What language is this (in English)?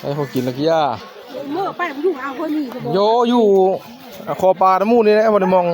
Northeastern Thai